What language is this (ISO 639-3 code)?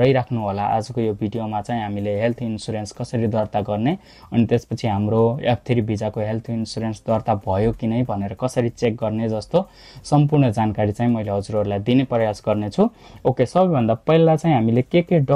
nep